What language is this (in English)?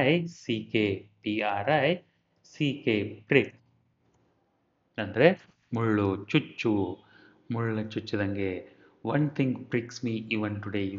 Kannada